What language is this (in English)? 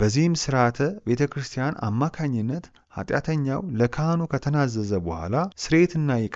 Amharic